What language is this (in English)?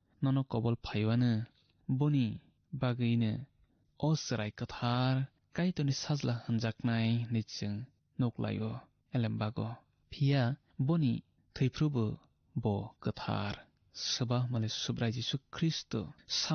Kok Borok